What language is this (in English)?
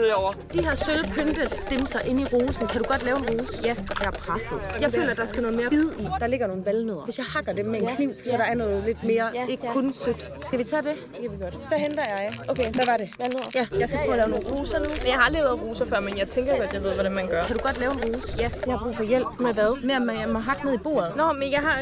Danish